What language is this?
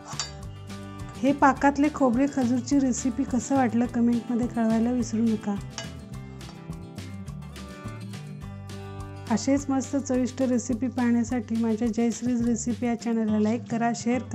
Marathi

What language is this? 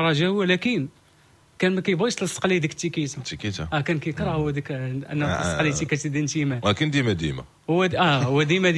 Moroccan Arabic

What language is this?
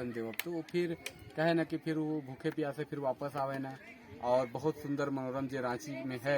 Sadri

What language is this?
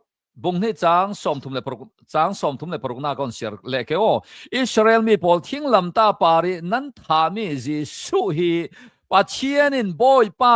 Hakha Chin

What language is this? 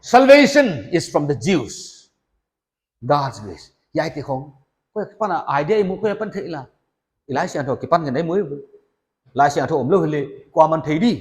Paite Chin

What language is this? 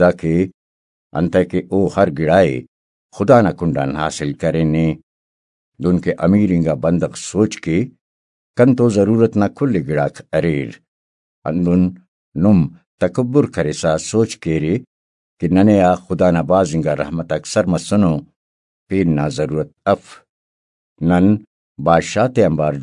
Brahui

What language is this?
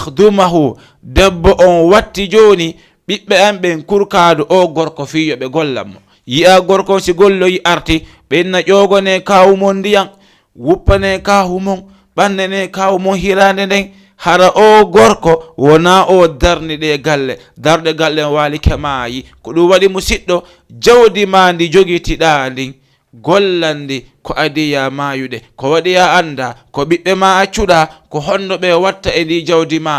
Fula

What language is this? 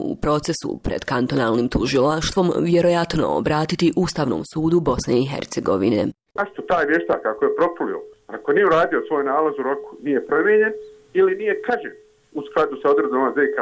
Bosnian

